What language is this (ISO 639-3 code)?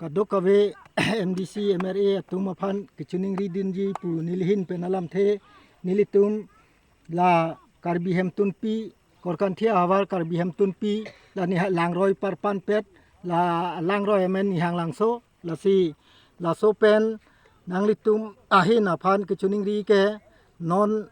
mjw